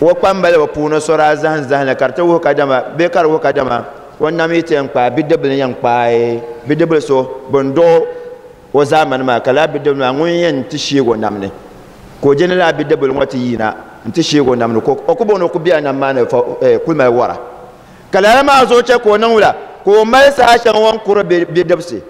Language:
Dagbani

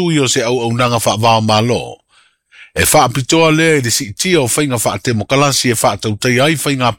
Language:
Samoan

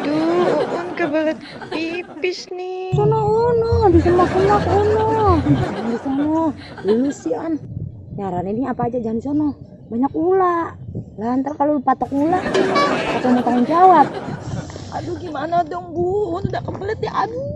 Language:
Betawi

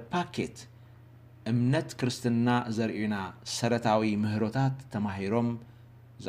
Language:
Tigrinya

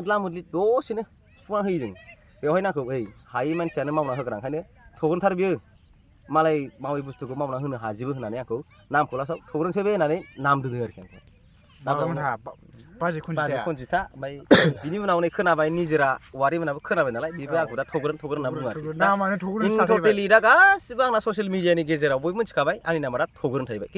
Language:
Bodo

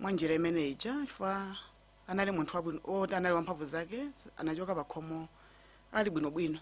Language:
Nyanja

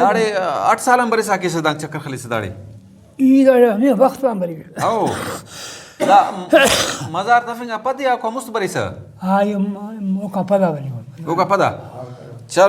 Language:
Brahui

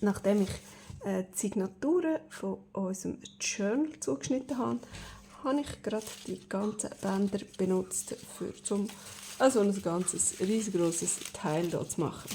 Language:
Swiss German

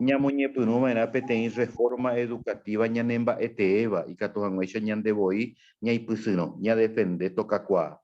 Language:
Guarani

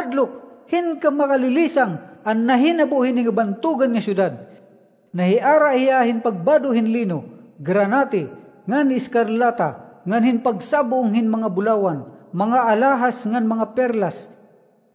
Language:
Waray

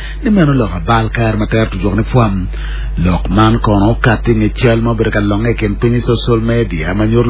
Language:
Acoli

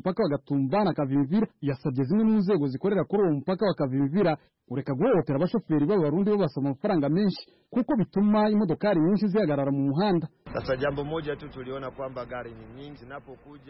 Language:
Kinyarwanda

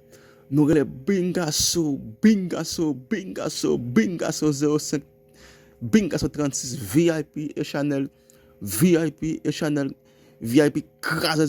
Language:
Haitian Creole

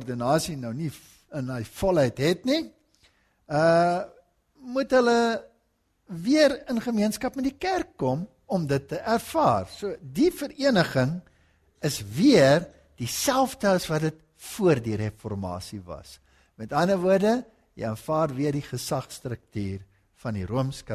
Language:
Afrikaans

